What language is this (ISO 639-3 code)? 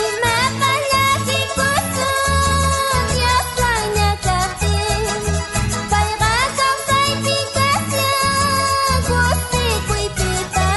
quh